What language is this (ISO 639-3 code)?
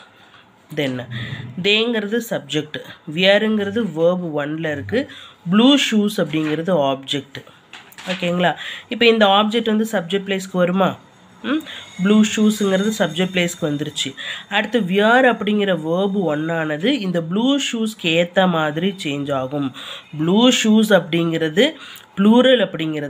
tam